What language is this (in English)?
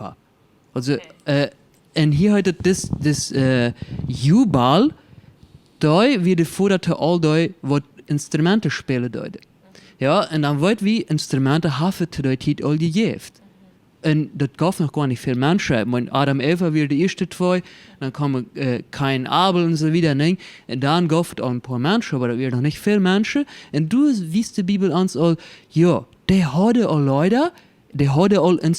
Plautdietsch